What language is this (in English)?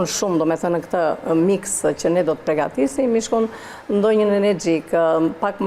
Albanian